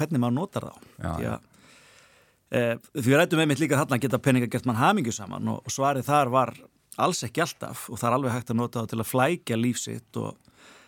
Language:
Icelandic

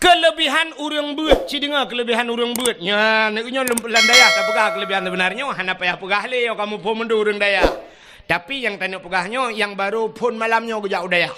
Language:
Achinese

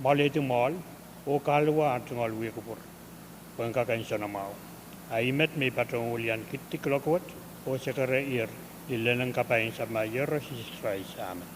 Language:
Pohnpeian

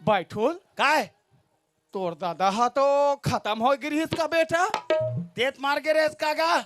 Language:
Chhattisgarhi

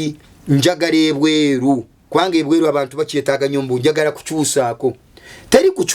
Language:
Ganda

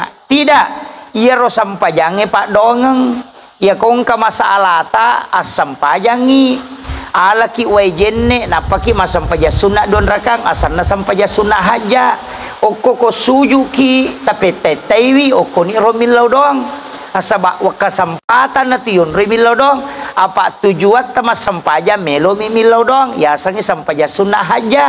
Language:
Buginese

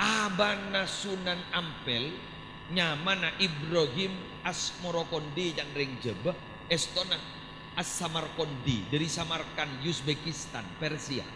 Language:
Madurese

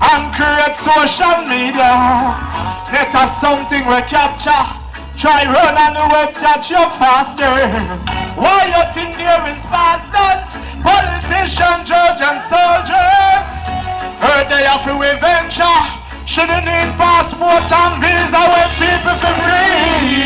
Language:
Jamaican Creole English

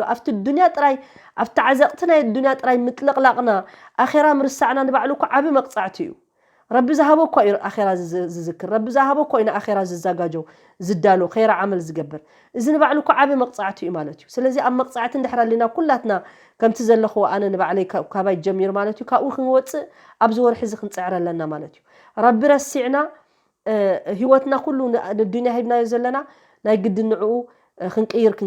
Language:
Tigrinya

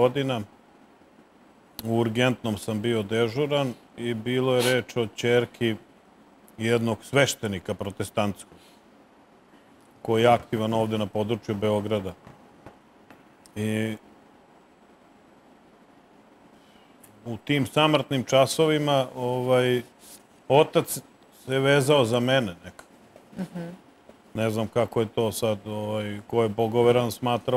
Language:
Serbian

